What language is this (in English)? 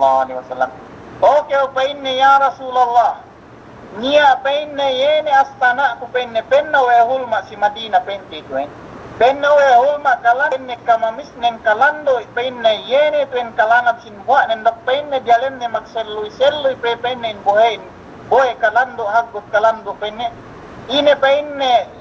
Yakan